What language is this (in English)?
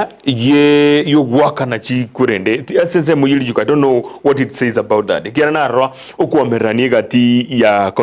Gusii